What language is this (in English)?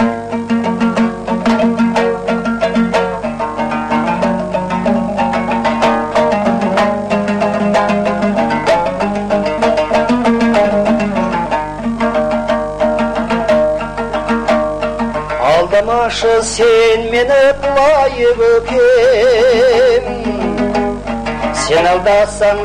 Kazakh